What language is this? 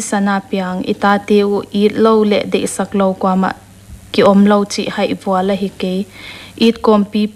Paite Chin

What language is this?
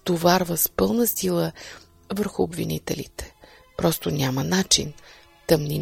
Bulgarian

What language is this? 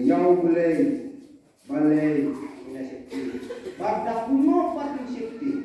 Khasi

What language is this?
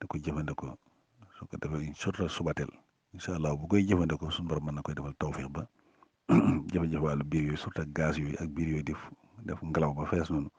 Wolof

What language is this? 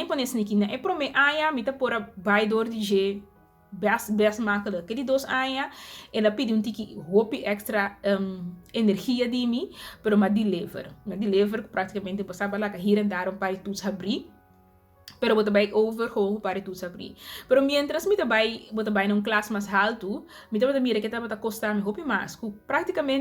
Papiamento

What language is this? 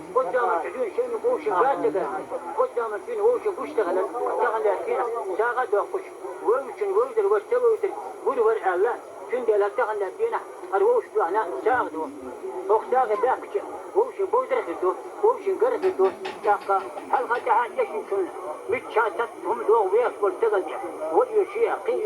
Chechen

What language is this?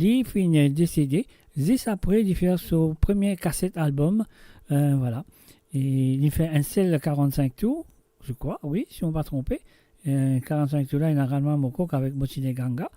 Morisyen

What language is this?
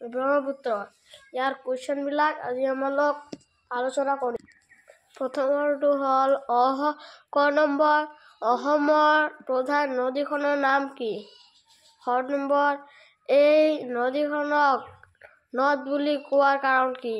Assamese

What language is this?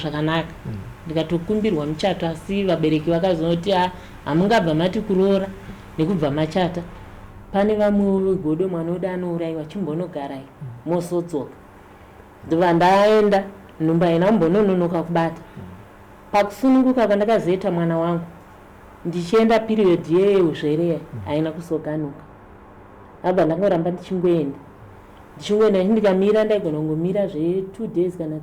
Shona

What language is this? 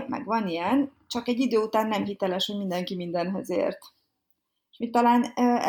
Hungarian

